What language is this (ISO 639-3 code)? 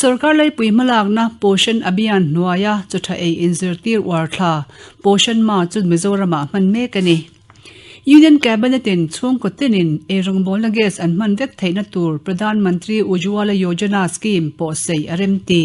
lus